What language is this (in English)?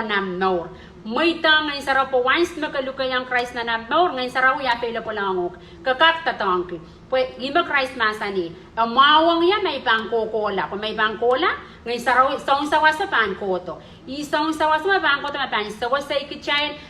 Pohnpeian